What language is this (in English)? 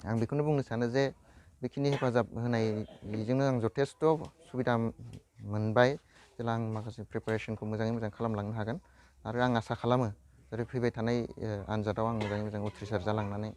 Bodo